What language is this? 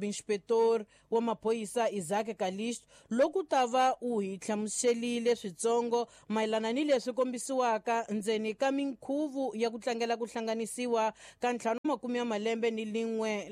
Tsonga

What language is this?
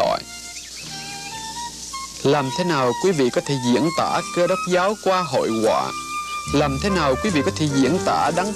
Vietnamese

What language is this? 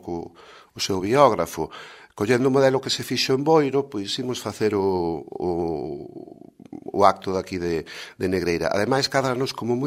Galician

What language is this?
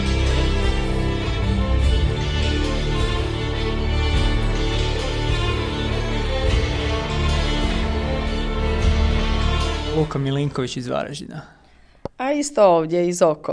Croatian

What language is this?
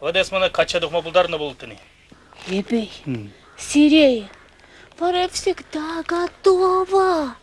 Chuvash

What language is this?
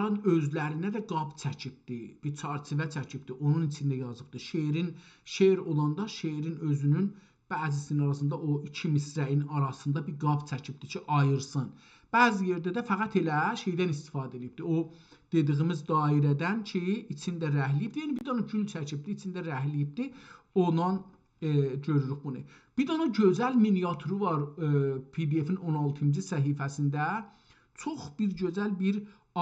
South Azerbaijani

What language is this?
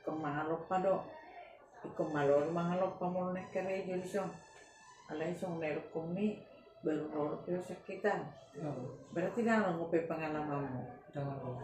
Batak Toba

